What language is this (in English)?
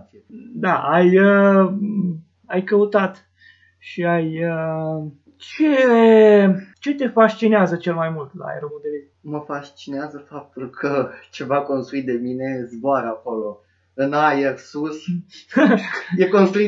Romanian